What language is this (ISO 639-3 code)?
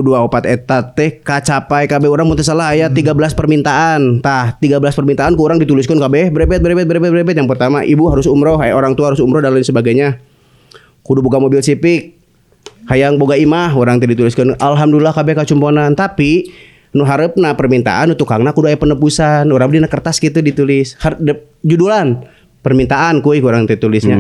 sun